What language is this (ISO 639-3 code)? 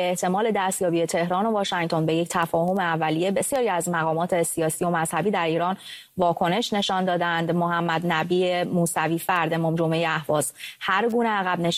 fas